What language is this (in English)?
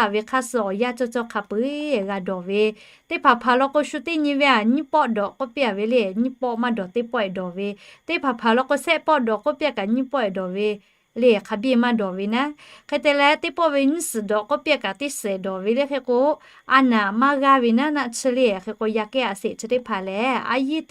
Lahu